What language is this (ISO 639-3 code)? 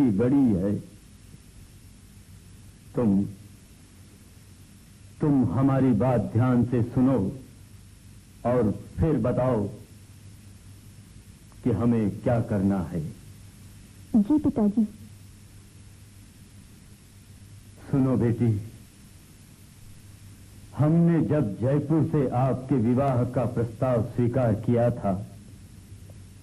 hin